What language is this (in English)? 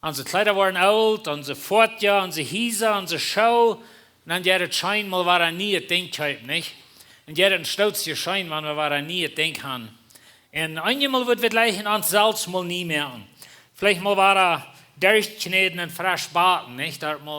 Plautdietsch